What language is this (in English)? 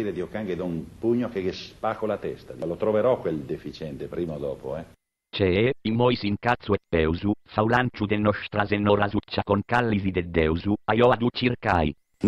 Sardinian